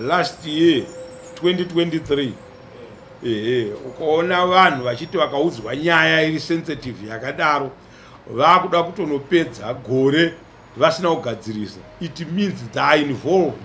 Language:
Shona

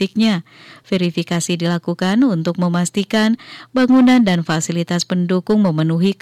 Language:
Indonesian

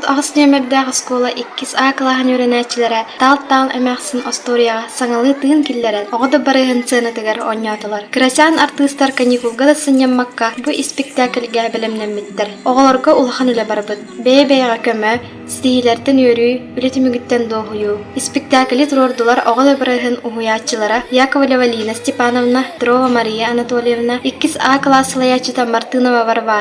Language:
Yakut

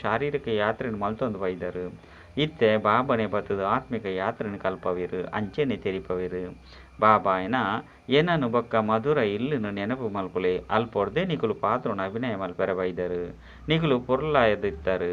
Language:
Tulu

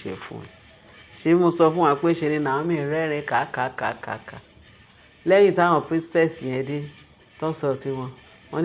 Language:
Yoruba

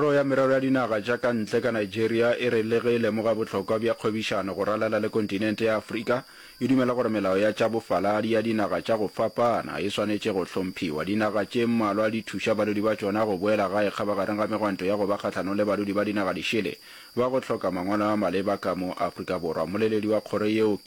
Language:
Northern Sotho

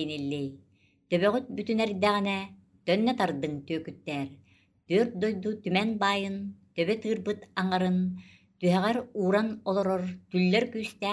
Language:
Yakut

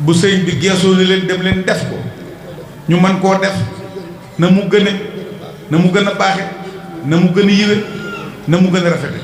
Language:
Wolof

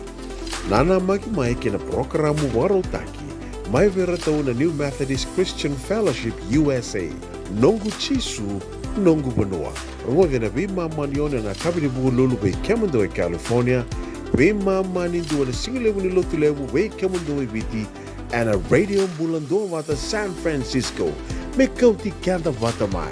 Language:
Fijian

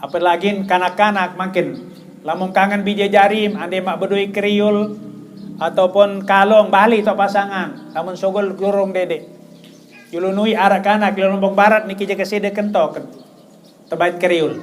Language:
Sasak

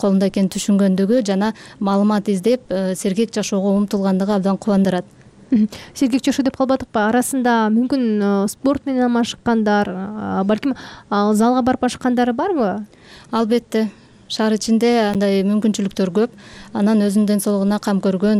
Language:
Kyrgyz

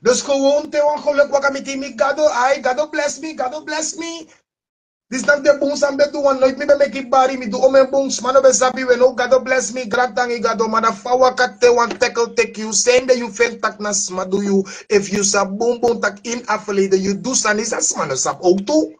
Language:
Sranan Tongo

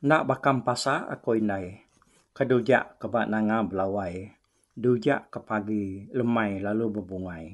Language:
Iban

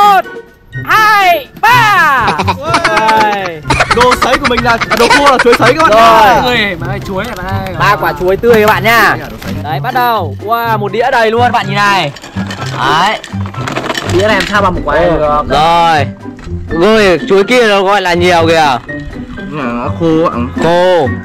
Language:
Vietnamese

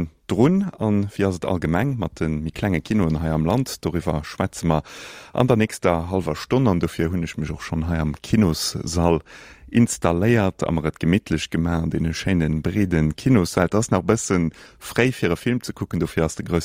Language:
Luxembourgish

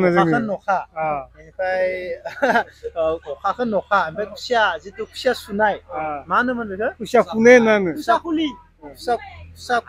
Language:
Bodo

